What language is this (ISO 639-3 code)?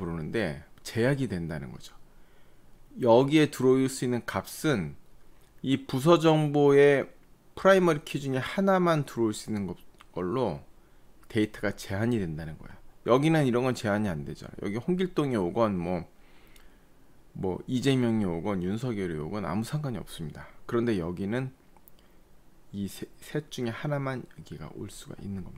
kor